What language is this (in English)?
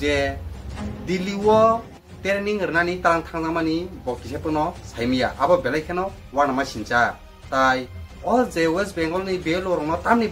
Kok Borok